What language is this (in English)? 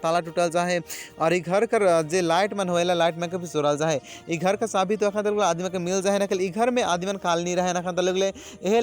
Sadri